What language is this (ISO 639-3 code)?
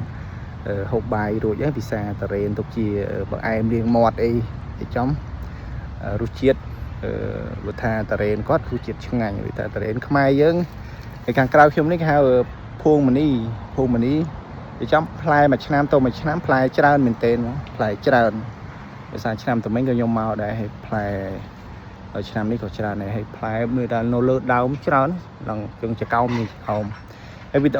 khm